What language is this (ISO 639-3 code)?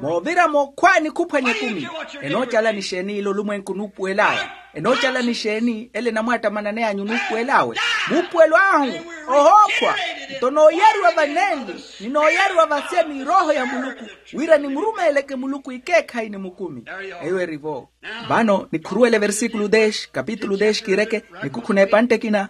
vmw